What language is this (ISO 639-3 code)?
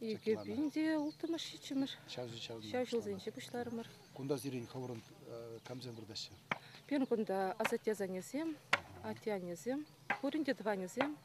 chv